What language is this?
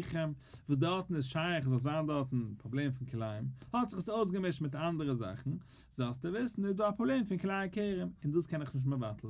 Yiddish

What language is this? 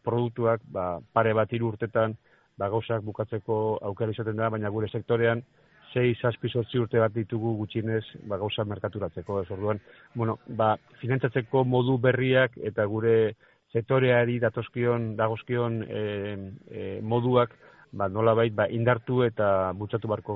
Basque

